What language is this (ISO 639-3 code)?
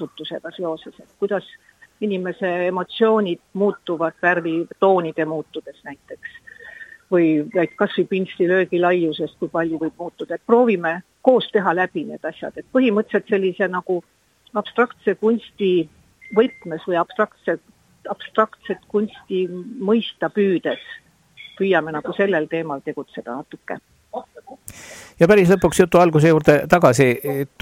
est